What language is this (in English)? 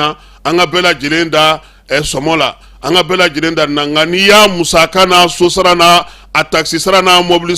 Bambara